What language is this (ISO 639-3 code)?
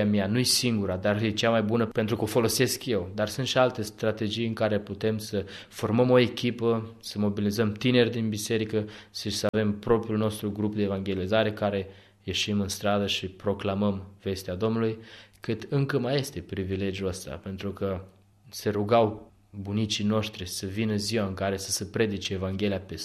ron